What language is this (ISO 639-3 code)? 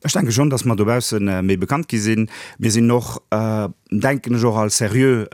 ltz